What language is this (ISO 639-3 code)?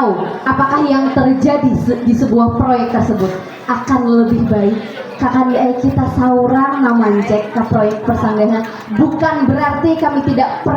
bjn